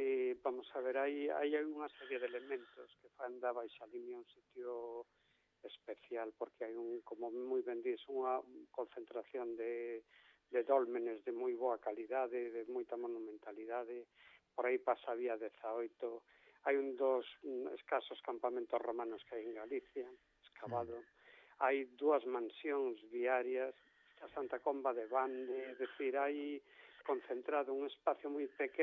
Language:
Galician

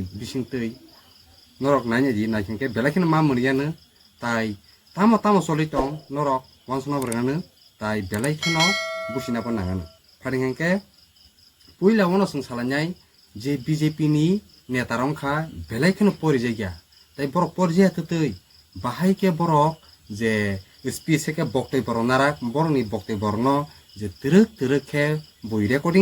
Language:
Kok Borok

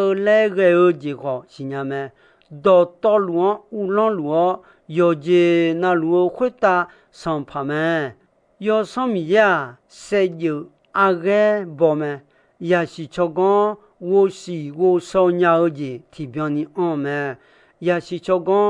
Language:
Akha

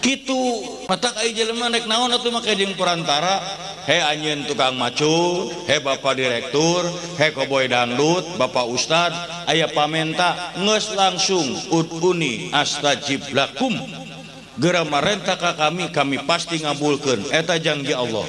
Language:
Sundanese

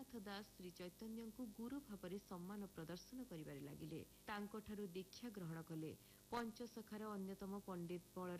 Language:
Odia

